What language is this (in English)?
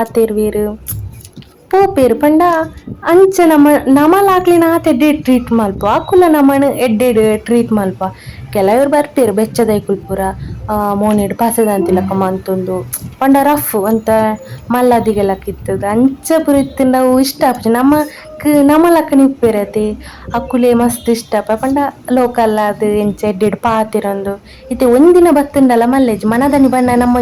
Tulu